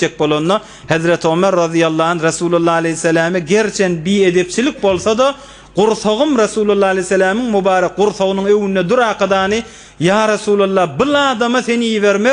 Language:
Turkmen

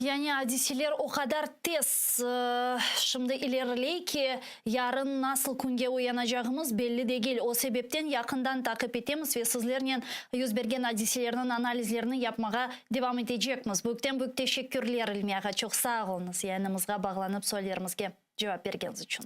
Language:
Crimean Tatar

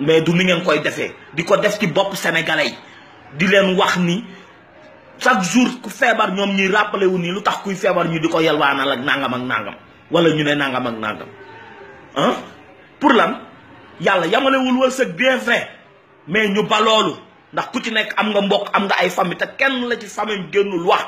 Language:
Wolof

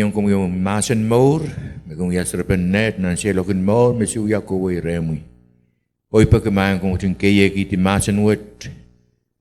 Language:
Pohnpeian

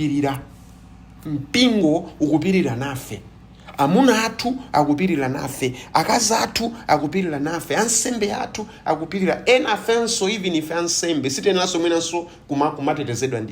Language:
Nyanja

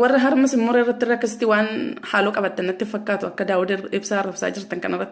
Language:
Oromo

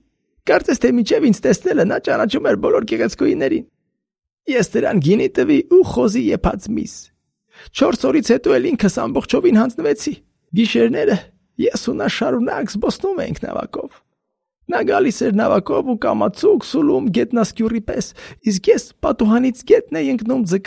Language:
Armenian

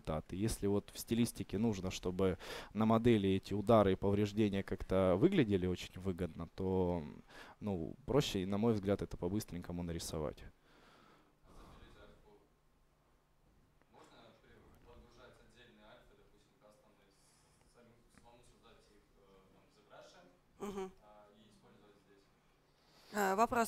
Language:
Russian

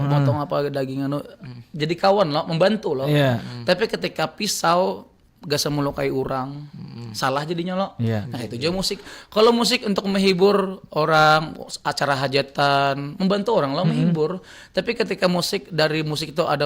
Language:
Banjar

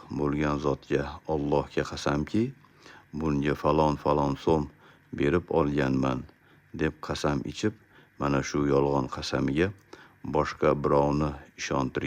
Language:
Uzbek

